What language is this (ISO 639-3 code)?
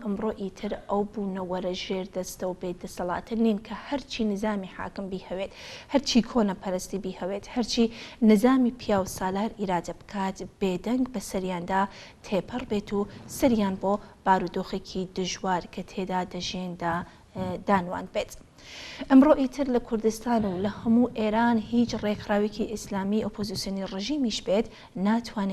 ckb